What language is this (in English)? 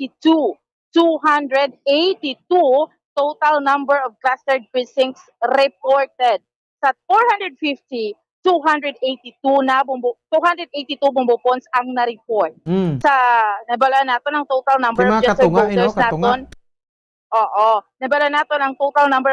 Hiligaynon